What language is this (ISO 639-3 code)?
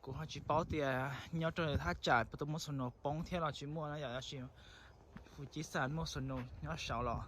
hmn